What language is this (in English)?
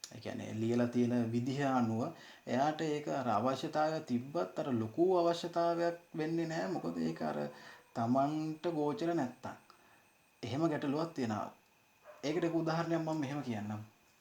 Sinhala